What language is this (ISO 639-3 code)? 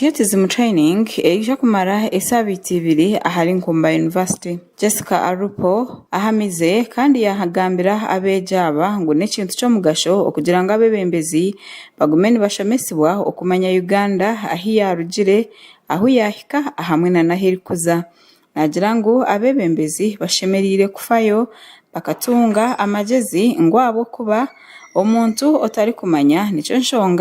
nyn